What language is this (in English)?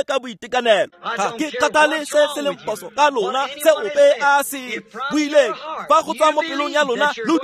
Tswana